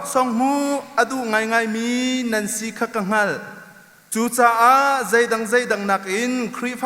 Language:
Hakha Chin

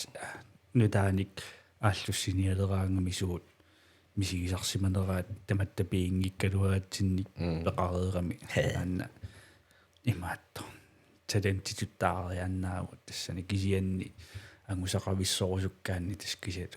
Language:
Kalaallisut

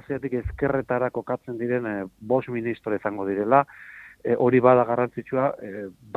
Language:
Basque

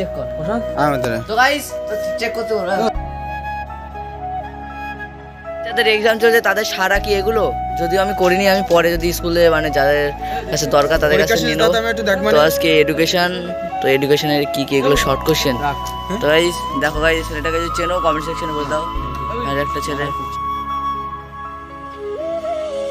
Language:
Bangla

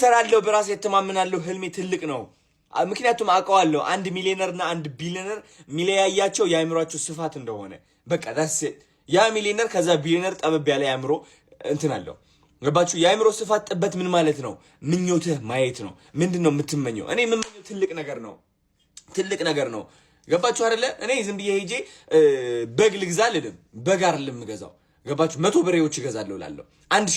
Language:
Amharic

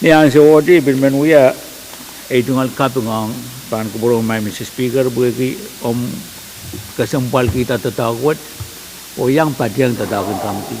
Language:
Pohnpeian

